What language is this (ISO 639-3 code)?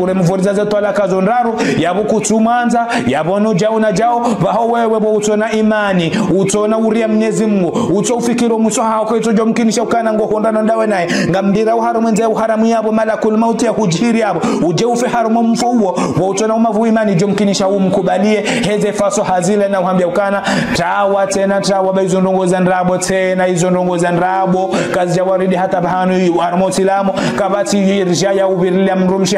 zdj